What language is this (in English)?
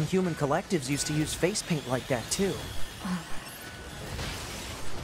German